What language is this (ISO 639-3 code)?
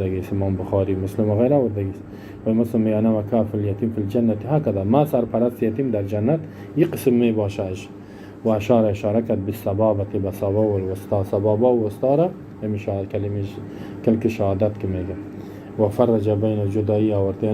fas